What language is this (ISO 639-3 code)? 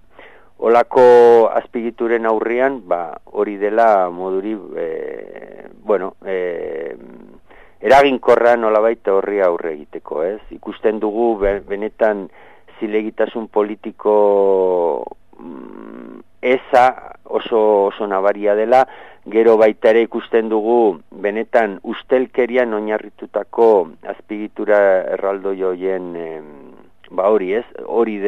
eus